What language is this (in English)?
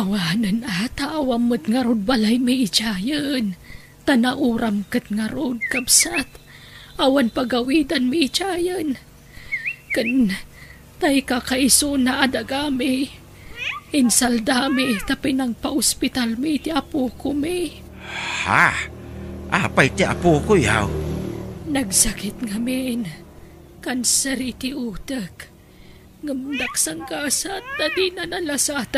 Iloko